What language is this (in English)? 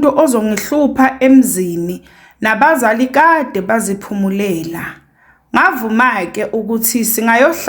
Zulu